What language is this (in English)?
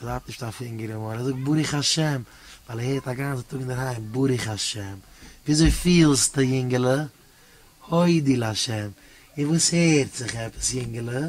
Yiddish